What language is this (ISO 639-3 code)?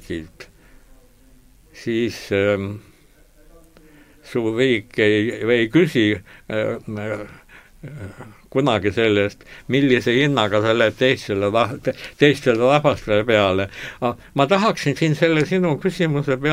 est